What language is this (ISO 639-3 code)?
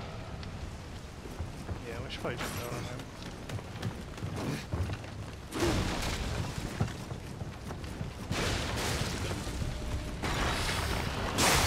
eng